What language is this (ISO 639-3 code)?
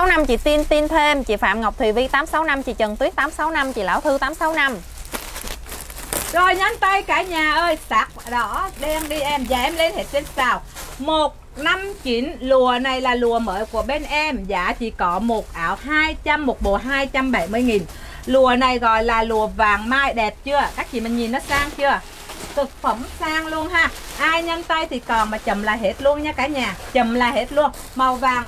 vie